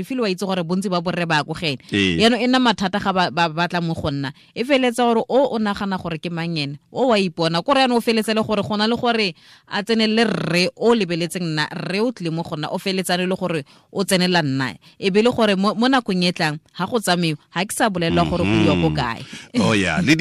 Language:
Tswana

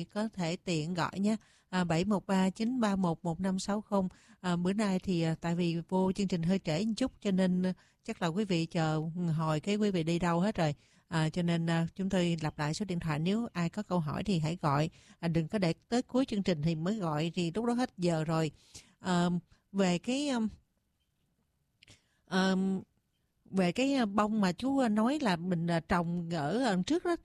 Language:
Vietnamese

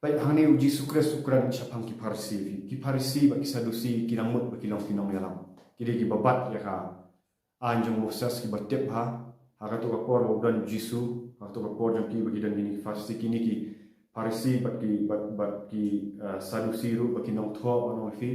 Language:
Khasi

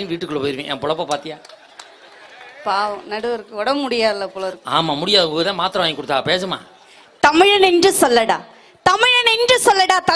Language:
Tamil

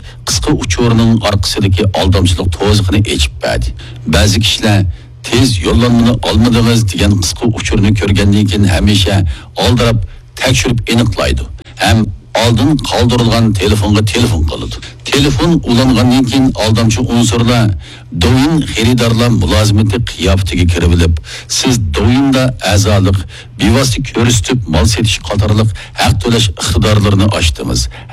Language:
Uyghur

